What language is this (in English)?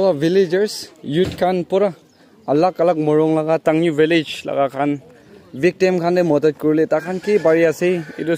Naga Pidgin